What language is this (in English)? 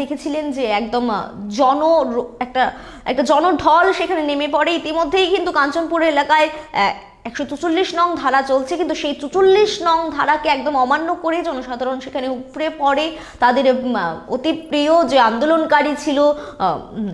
Bangla